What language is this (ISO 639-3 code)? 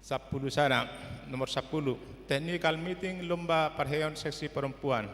bbc